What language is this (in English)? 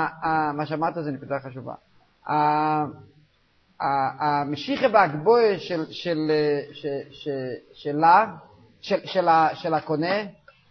Hebrew